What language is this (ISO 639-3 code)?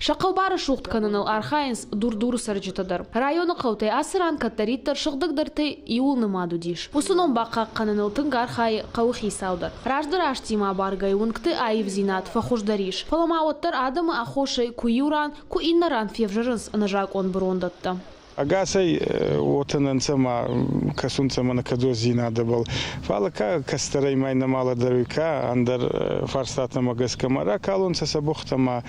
oss